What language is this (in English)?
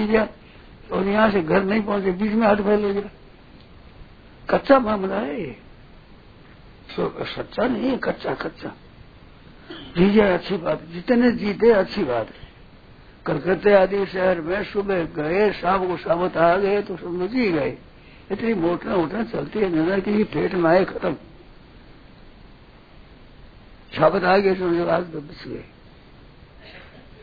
Hindi